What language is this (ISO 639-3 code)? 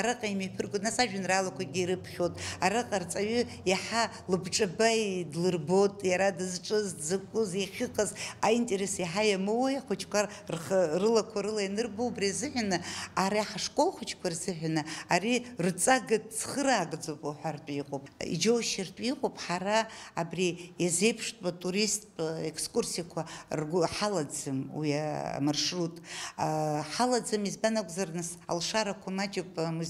abk